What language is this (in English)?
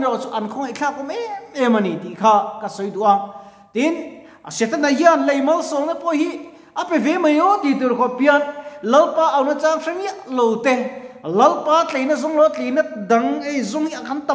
Mizo